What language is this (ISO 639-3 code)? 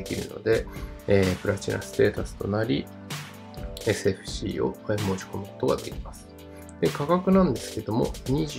jpn